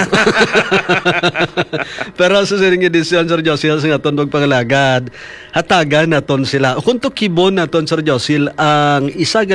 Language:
Hiligaynon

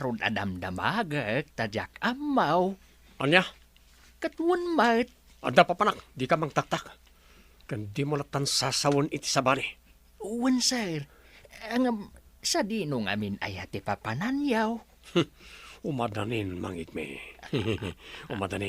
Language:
Iloko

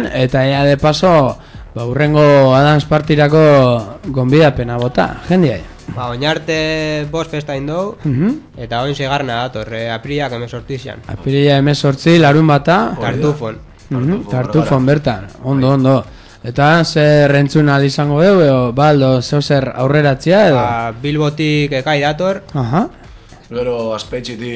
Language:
Basque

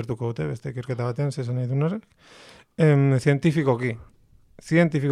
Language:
Basque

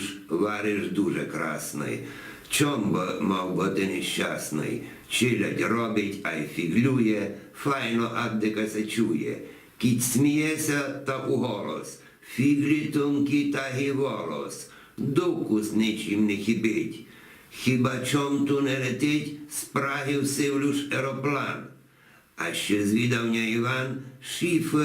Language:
Rusyn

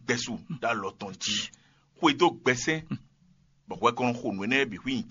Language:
Fon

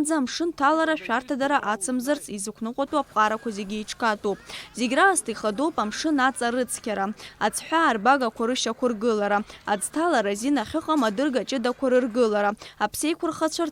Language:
Abkhazian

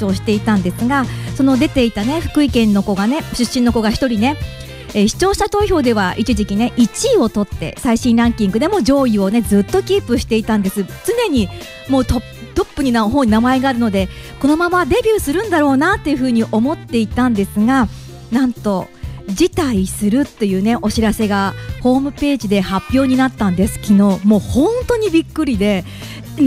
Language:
Japanese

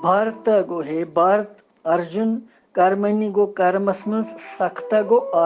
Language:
Kashmiri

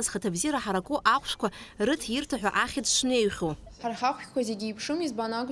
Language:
Abkhazian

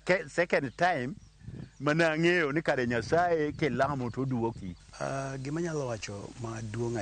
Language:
Luo (Kenya and Tanzania)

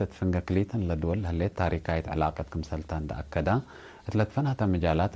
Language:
Tigre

